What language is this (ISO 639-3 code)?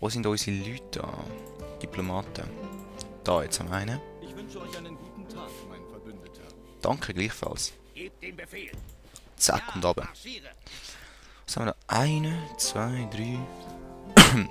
gsw